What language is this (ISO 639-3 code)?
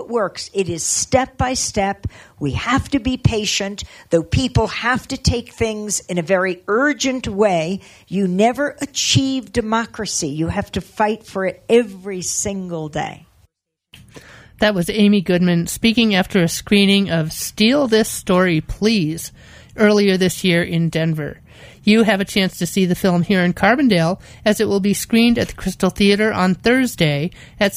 eng